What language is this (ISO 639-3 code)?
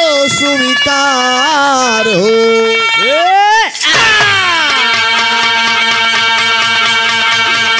bho